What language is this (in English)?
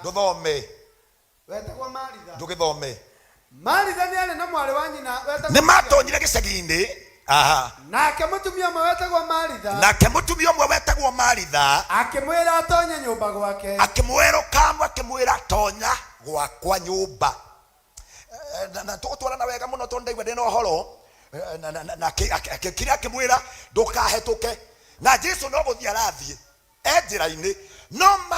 Kikuyu